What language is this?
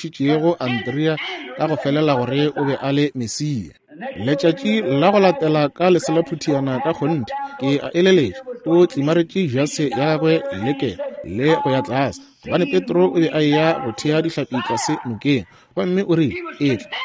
Northern Sotho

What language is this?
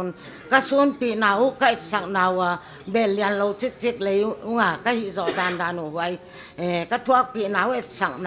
Paite Chin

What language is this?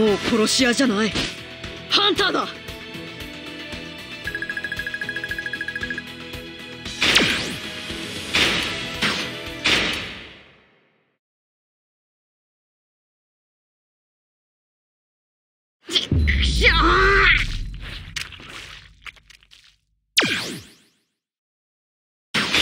Japanese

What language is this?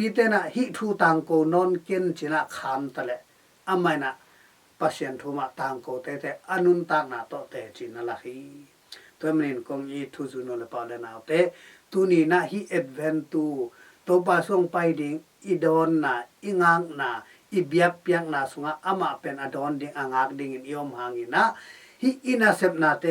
Tedim Chin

